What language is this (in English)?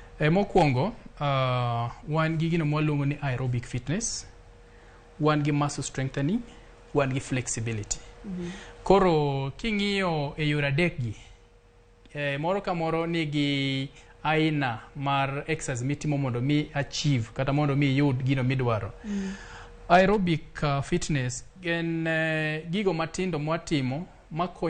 Luo (Kenya and Tanzania)